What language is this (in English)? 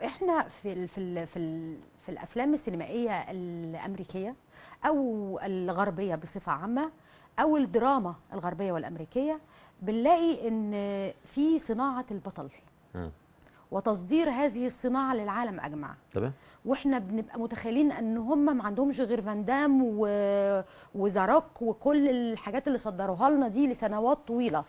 Egyptian Arabic